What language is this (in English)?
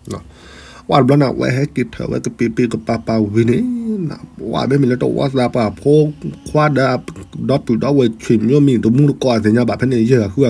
S'gaw Karen